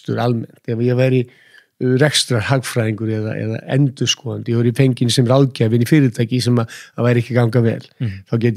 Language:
Icelandic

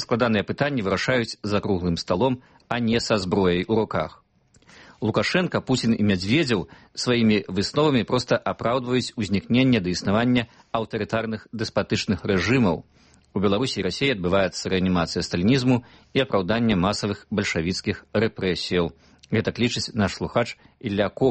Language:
Belarusian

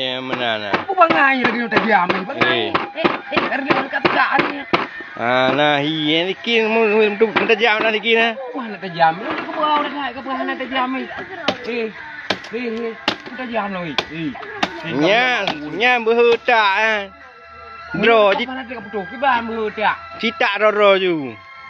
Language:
Achinese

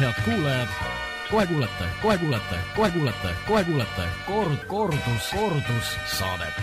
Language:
Estonian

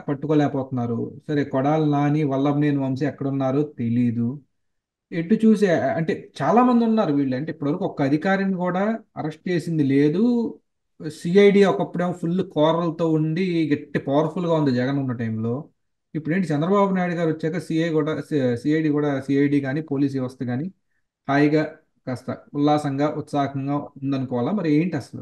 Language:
Telugu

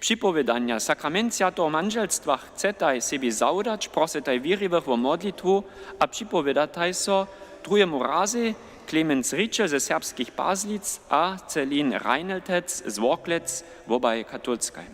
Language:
Upper Sorbian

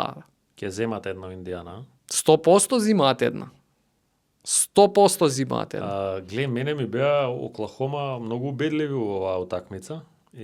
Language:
Macedonian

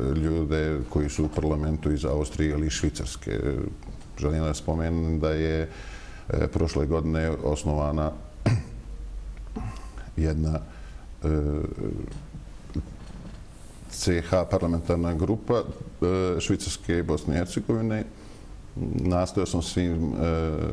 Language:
Bosnian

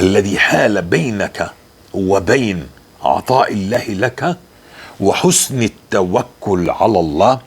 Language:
North Levantine Arabic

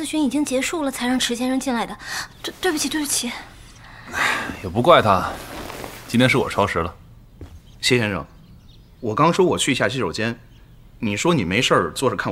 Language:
Chinese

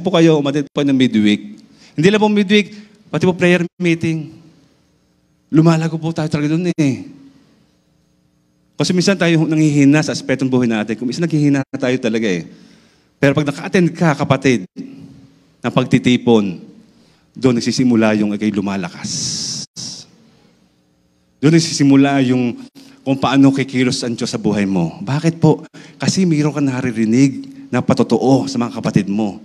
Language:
Filipino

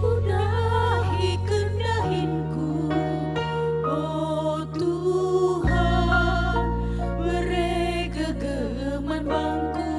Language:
Batak Karo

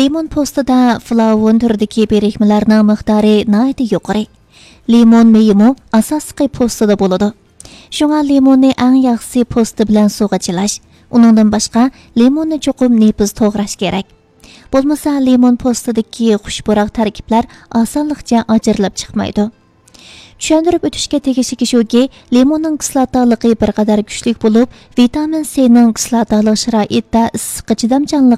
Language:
Uyghur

